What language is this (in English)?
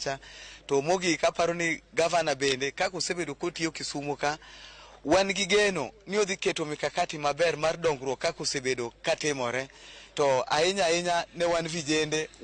Luo (Kenya and Tanzania)